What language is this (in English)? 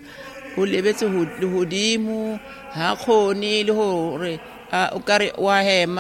Southern Sotho